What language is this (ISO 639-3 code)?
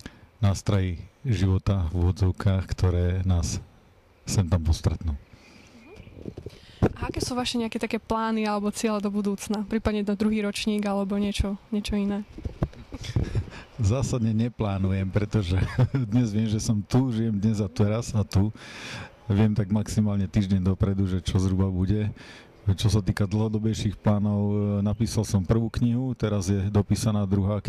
slk